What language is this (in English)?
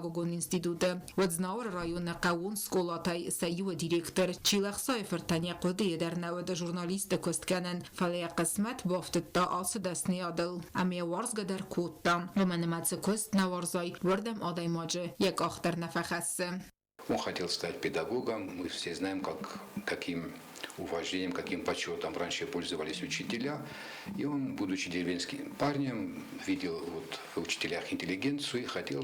Ossetic